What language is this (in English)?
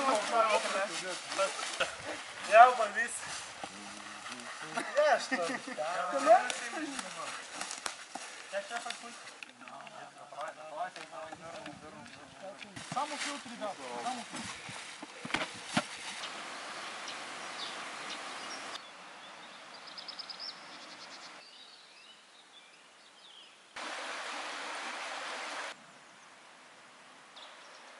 Bulgarian